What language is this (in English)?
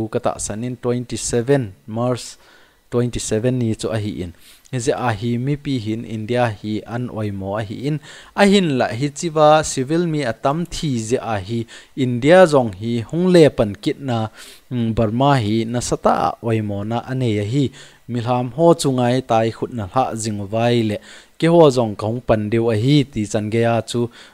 Thado Chin